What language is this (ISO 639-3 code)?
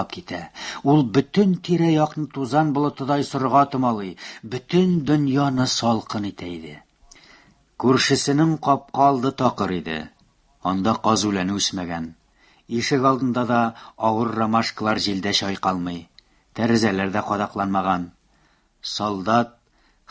tat